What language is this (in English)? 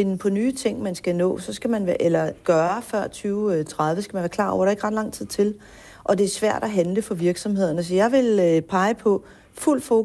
Danish